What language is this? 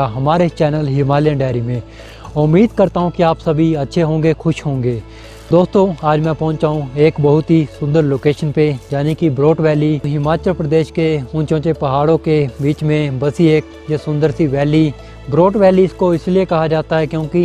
Hindi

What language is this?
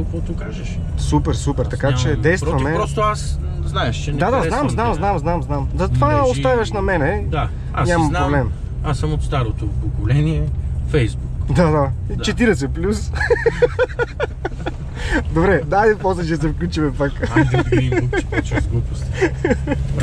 Bulgarian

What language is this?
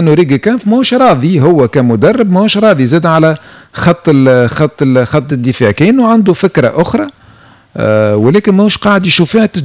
Tunisian Arabic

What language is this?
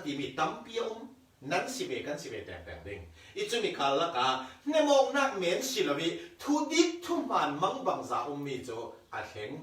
Falam Chin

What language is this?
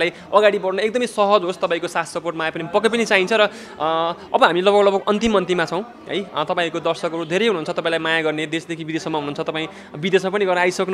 Nepali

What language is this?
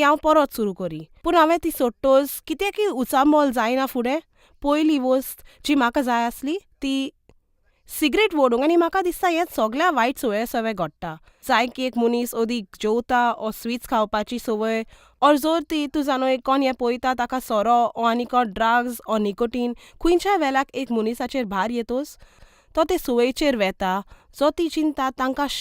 Konkani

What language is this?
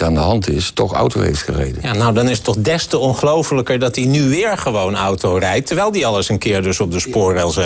Dutch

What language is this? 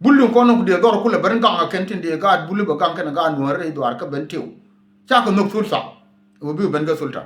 Nuer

